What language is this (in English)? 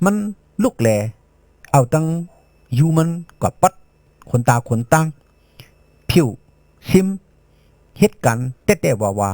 Shan